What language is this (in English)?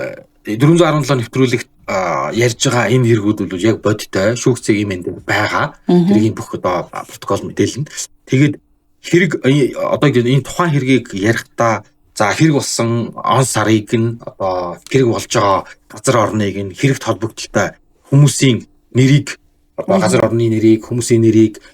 Mongolian